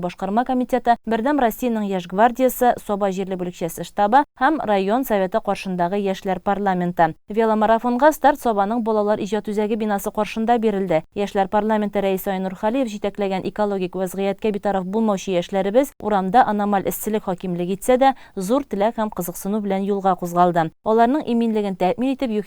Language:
Tatar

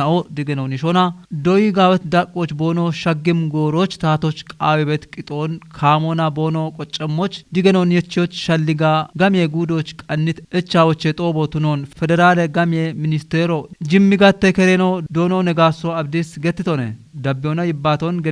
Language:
Kafa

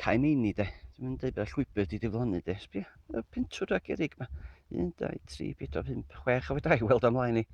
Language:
Welsh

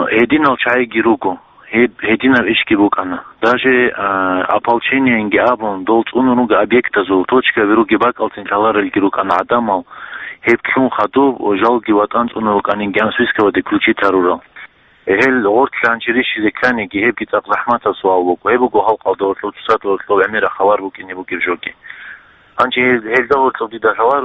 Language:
Avaric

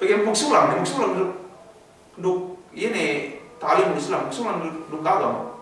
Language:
Yakan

